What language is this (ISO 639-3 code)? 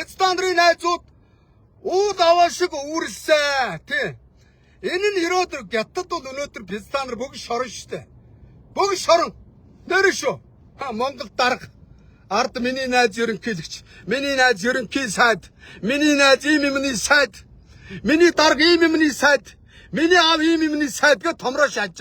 mon